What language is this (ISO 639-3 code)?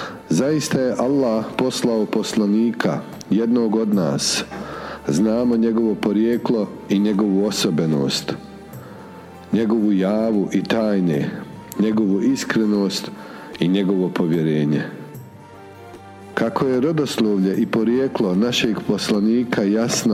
bos